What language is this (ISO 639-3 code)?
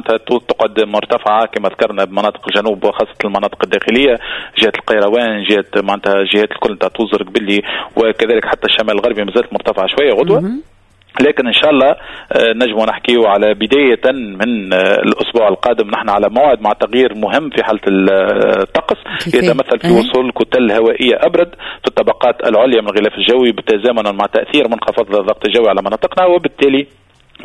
aeb